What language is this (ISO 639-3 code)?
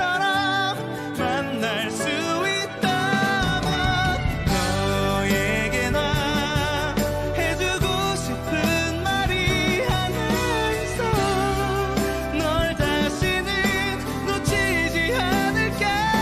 kor